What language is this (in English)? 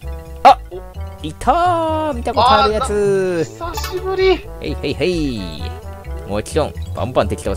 Japanese